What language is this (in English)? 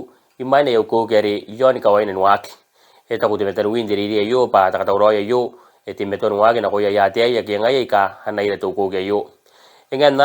Gilbertese